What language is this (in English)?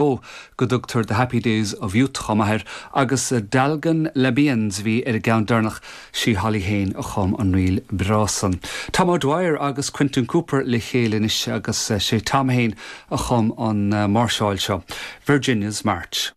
Irish